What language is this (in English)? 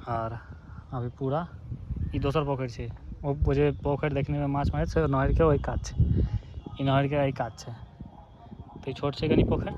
Maithili